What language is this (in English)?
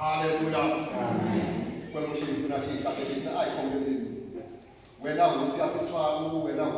Tsonga